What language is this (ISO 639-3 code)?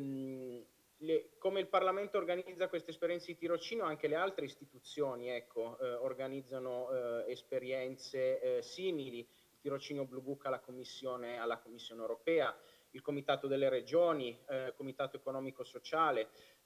ita